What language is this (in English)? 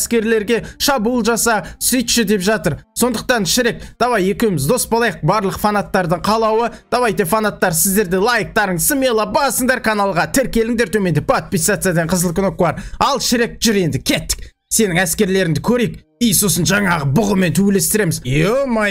Kazakh